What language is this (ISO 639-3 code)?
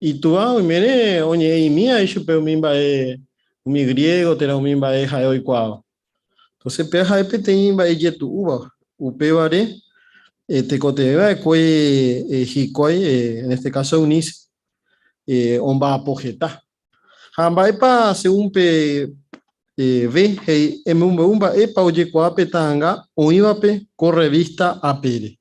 grn